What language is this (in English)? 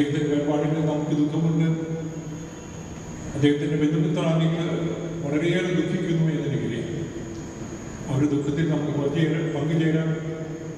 Malayalam